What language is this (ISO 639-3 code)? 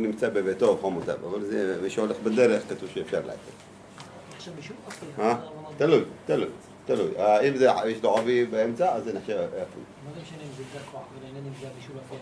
heb